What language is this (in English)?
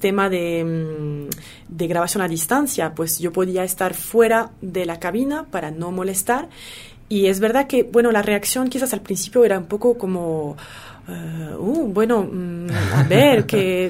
Spanish